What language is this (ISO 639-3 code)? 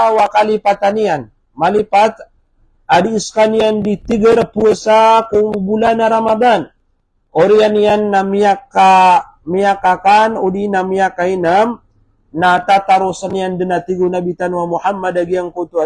mrw